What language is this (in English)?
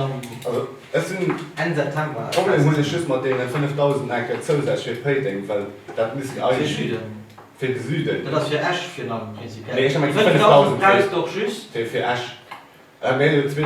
Luxembourgish